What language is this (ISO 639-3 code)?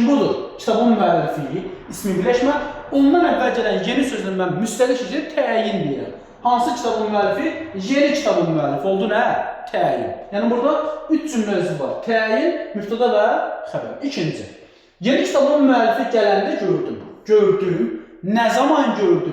aze